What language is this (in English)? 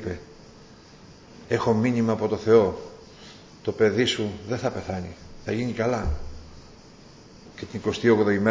Greek